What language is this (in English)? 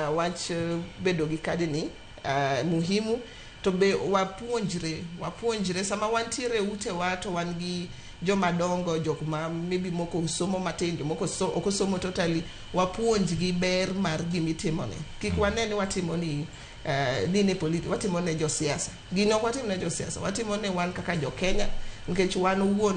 Luo (Kenya and Tanzania)